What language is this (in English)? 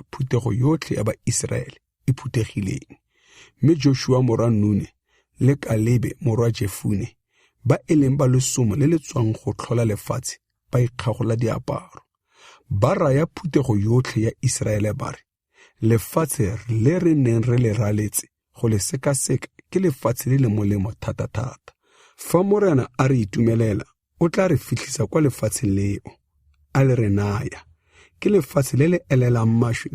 Tswana